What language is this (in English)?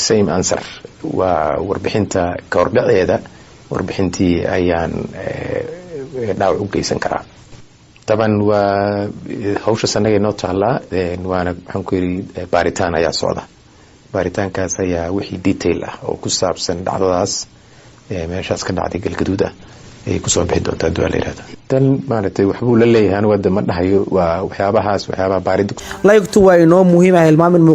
Somali